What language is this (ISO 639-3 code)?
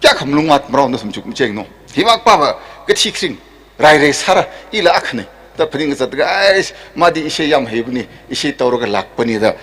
nmf